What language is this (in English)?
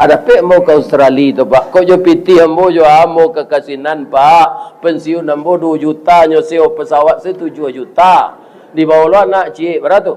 Minangkabau